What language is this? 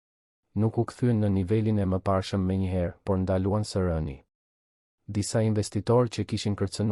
Albanian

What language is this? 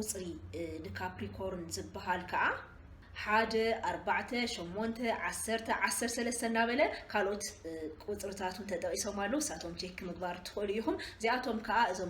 Tigrinya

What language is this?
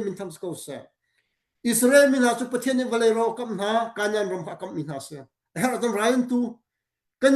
Hakha Chin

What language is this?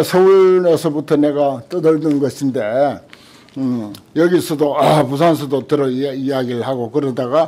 Korean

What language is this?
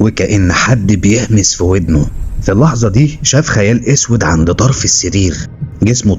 Egyptian Arabic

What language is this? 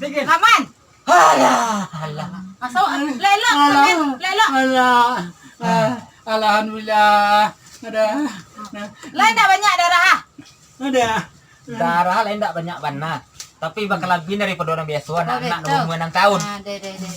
Minangkabau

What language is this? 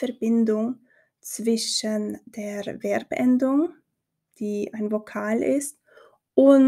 Swiss German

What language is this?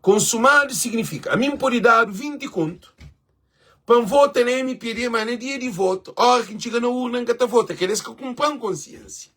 Kabuverdianu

